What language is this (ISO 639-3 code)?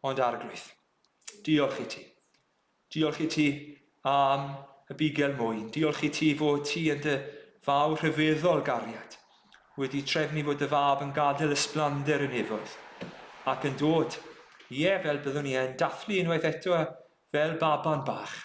cym